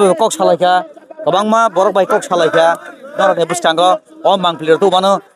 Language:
Kok Borok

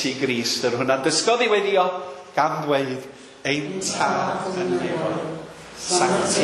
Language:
Welsh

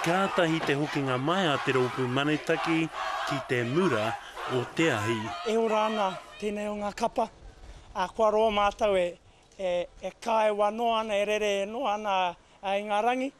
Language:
Māori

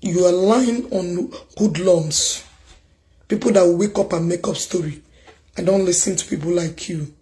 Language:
Igbo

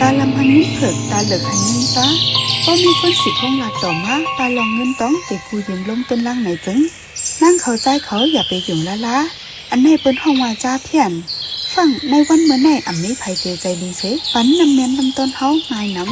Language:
Shan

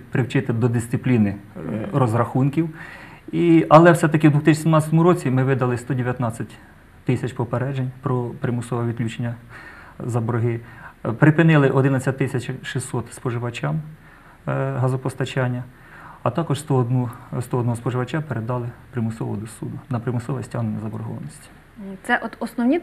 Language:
Ukrainian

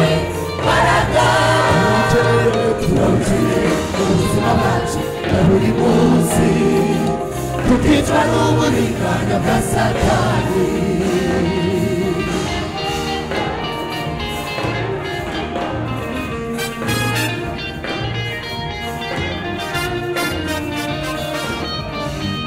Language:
Kinyarwanda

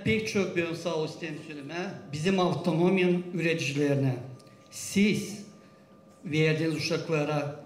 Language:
Gagauz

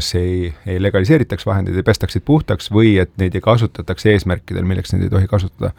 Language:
Estonian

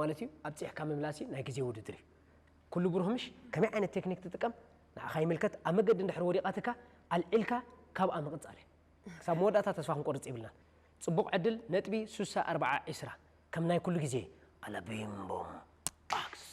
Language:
Tigrinya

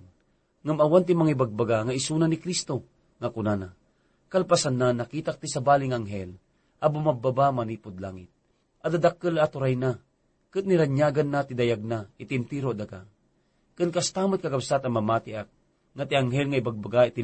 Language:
Iloko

